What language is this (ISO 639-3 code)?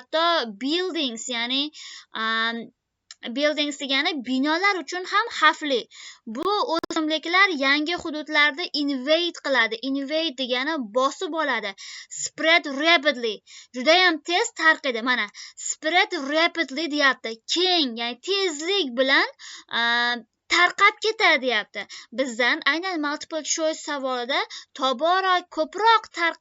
uzb